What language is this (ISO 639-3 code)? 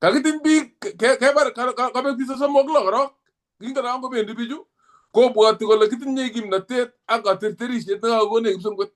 kln